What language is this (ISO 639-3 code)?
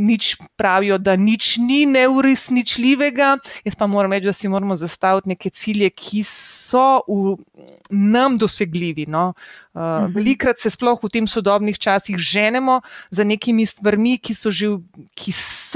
slv